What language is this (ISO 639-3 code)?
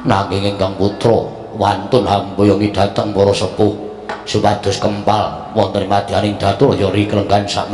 jav